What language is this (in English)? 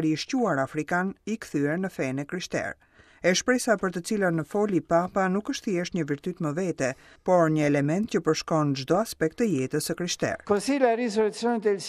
Albanian